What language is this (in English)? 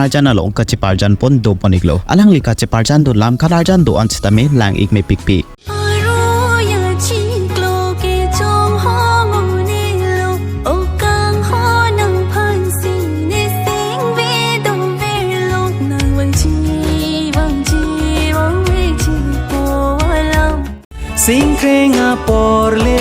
Karbi